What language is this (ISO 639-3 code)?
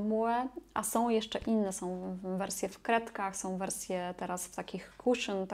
pol